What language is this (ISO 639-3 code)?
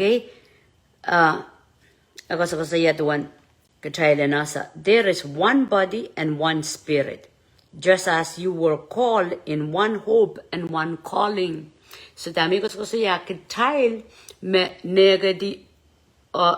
pon